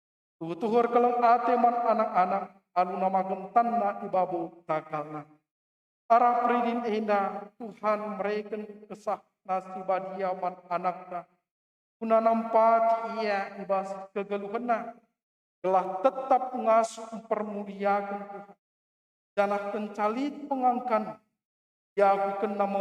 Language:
Batak Karo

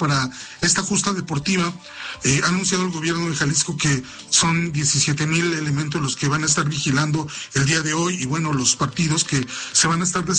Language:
Spanish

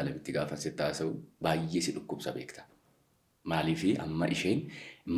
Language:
Oromo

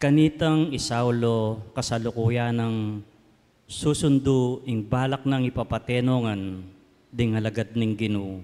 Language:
Pampanga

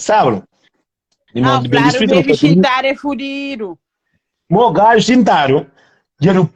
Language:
Kabuverdianu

